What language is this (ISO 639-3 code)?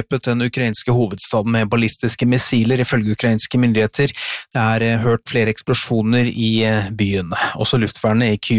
nor